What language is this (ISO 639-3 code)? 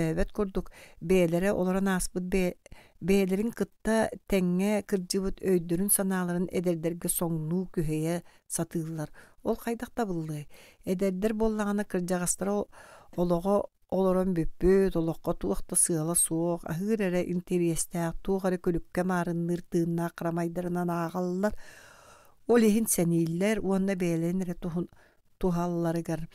sah